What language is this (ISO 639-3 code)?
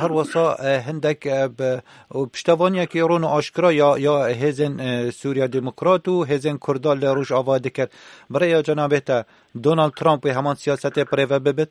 kur